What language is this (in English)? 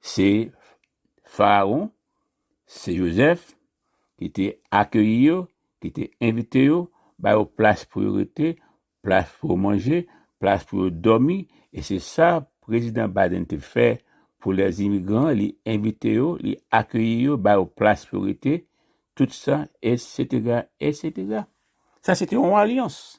Haitian Creole